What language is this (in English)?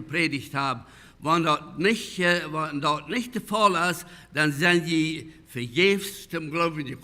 Plautdietsch